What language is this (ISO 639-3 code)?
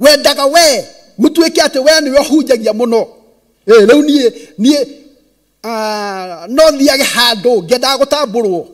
kik